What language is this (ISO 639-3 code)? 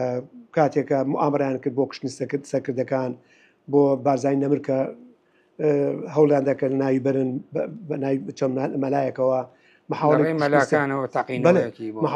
ckb